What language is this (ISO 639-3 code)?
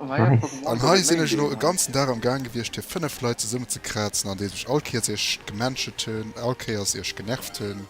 ltz